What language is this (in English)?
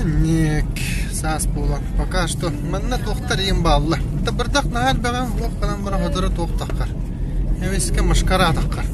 Yakut